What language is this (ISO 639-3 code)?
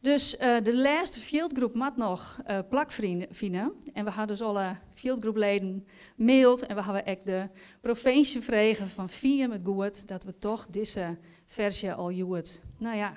fry